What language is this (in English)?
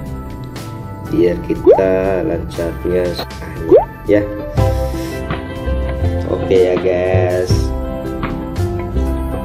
Indonesian